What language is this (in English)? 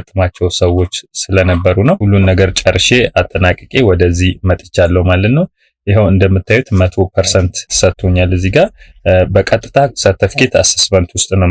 Amharic